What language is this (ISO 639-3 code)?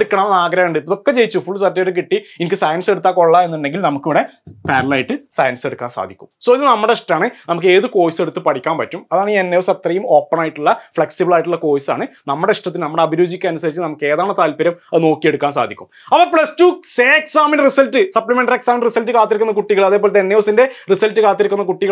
mal